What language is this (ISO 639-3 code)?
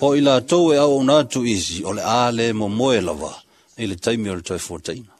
smo